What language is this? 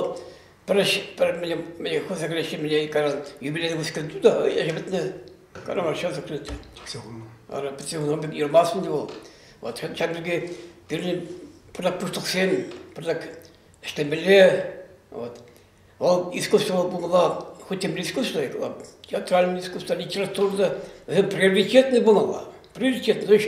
Chuvash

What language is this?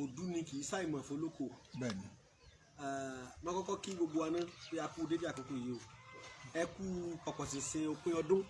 Yoruba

